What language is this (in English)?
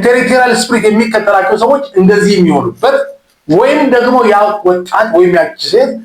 Amharic